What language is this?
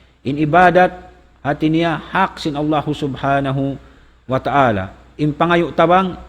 Tausug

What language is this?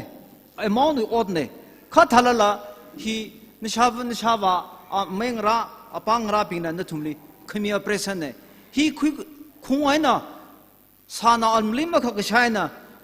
Tangkhul Naga (India)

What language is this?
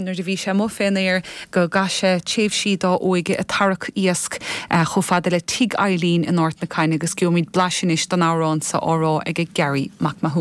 Irish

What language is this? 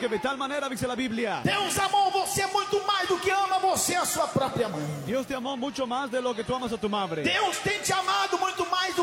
Portuguese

